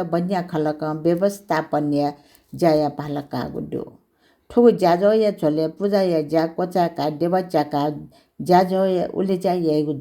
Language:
Newari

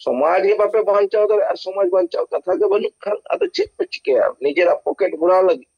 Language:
Santali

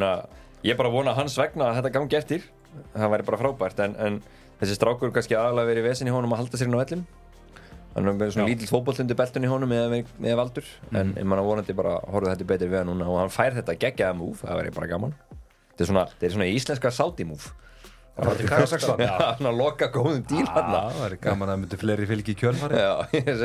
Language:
Icelandic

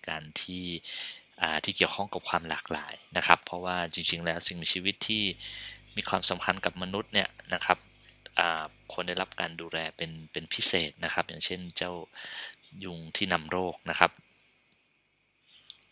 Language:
Thai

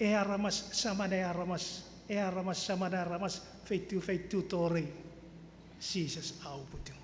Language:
Chuukese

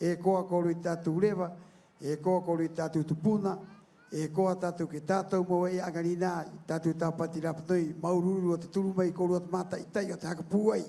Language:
Rapanui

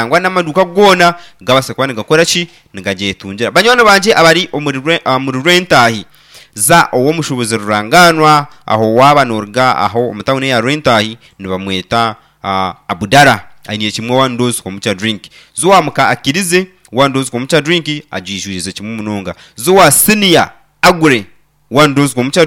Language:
Nyankole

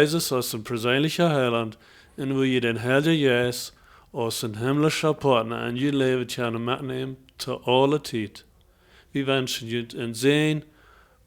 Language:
Plautdietsch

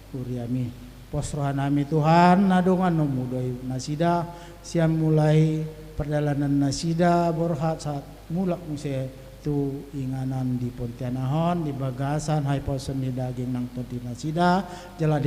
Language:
Batak Toba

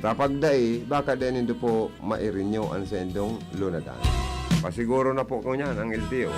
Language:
Bikol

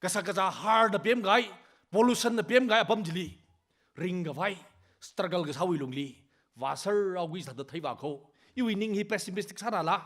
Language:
Tangkhul Naga (India)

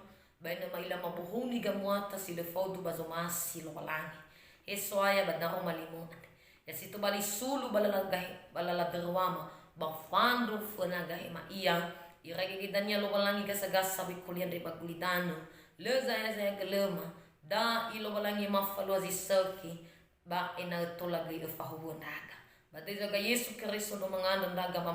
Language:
Nias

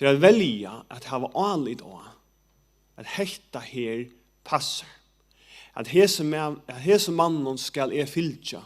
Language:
Faroese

